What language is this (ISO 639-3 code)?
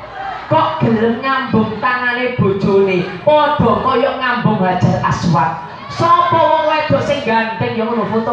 jav